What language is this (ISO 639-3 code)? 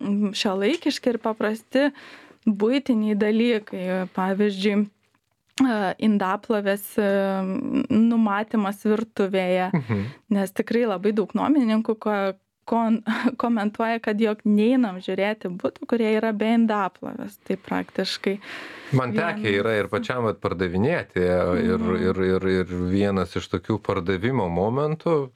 lit